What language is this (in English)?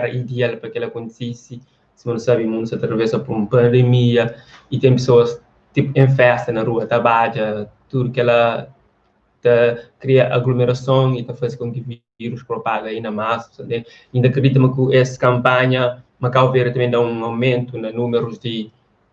Kabuverdianu